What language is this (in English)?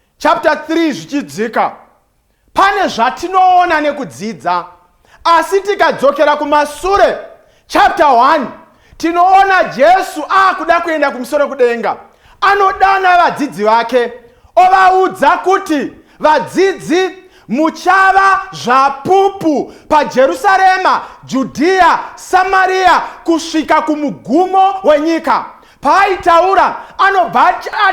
Shona